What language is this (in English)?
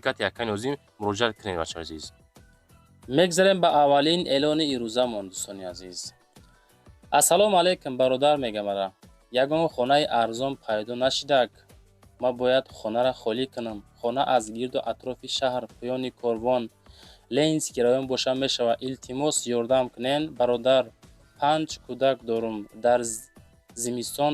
Tajik